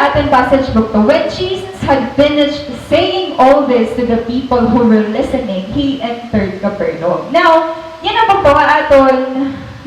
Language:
Waray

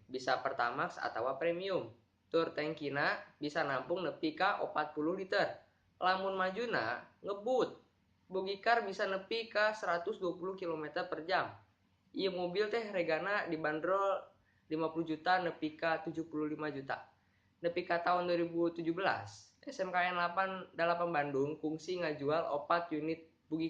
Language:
Sundanese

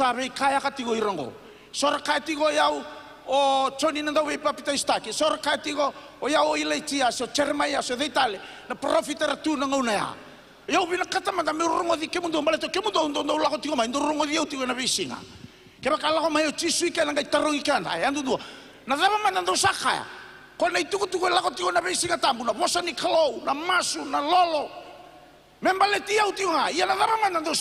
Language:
Fijian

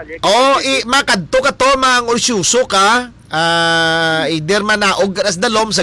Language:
Hiligaynon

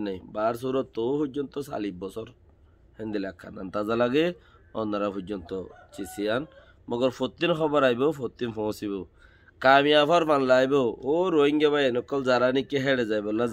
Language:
Rohingya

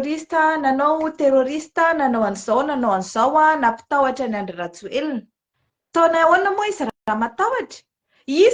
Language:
Malagasy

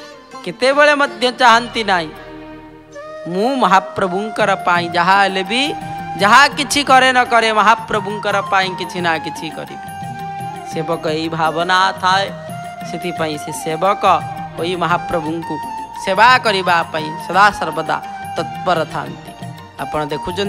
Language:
Odia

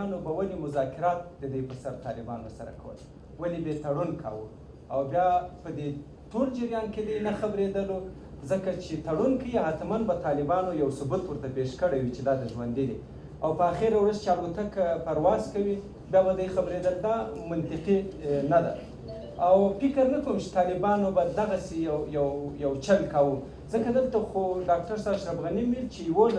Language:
Pashto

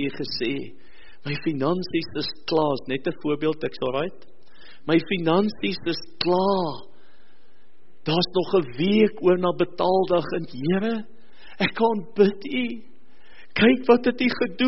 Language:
Afrikaans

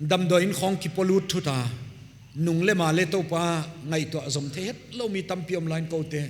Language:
Paite Chin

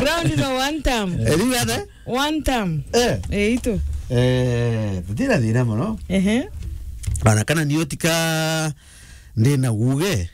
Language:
Meru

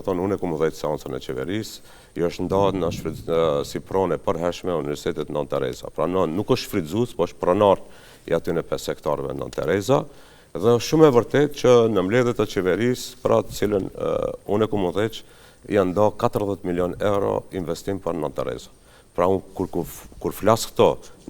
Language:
Albanian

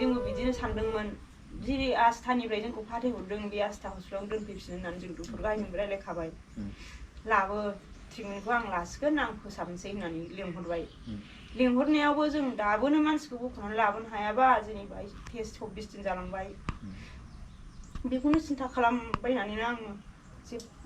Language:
Bodo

